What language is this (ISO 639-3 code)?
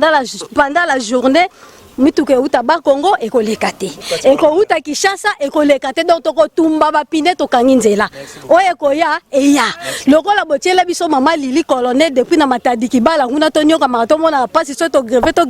lin